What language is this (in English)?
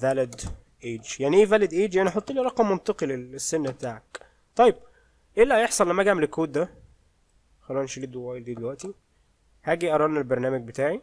Egyptian Arabic